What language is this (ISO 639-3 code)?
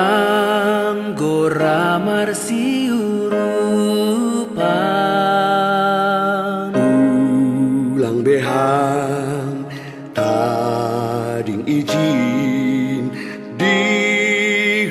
bts